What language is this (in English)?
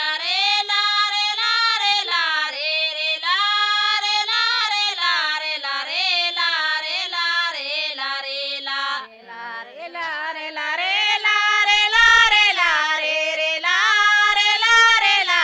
Gondi